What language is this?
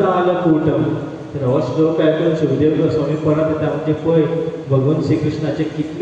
Konkani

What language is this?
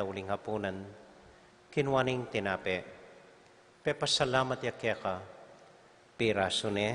Pampanga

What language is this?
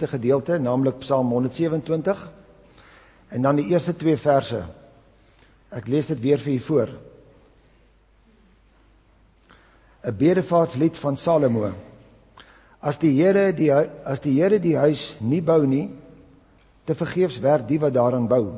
Afrikaans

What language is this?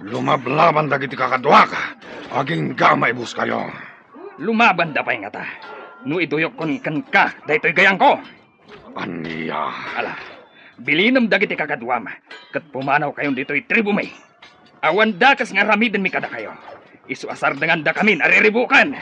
Iloko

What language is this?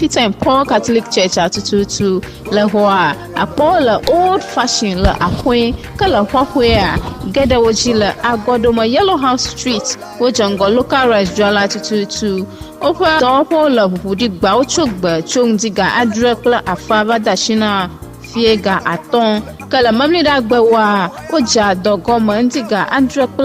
Ewe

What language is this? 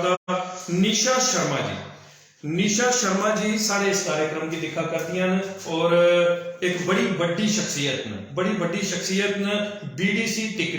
Dogri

